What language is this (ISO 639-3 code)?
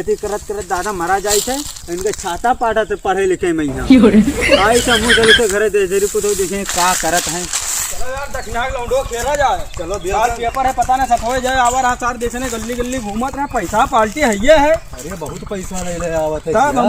awa